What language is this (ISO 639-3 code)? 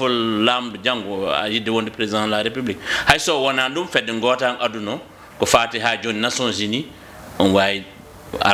ful